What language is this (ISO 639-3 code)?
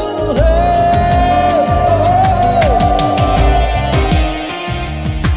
kan